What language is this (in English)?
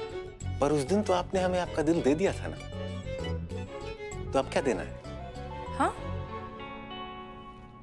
Hindi